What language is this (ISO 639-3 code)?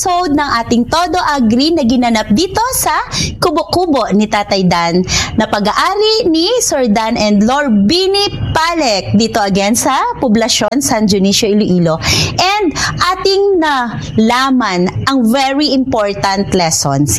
hil